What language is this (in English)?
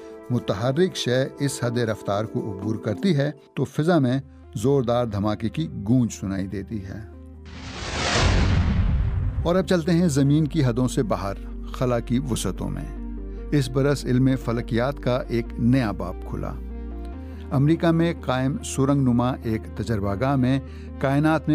Urdu